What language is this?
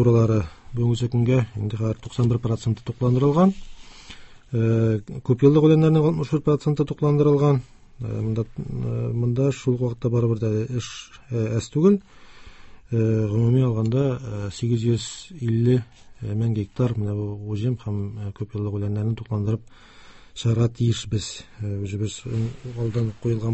Tatar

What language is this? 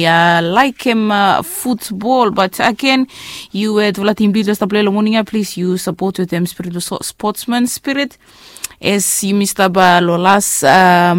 Bislama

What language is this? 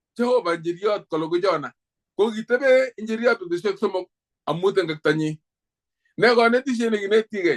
Kalenjin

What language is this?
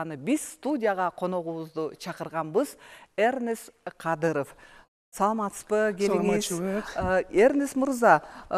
Kyrgyz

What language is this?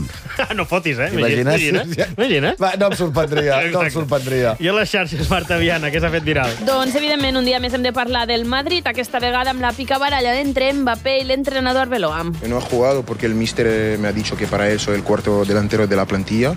Catalan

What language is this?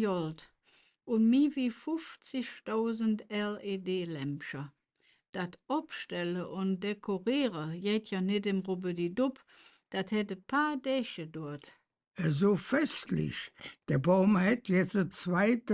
Colognian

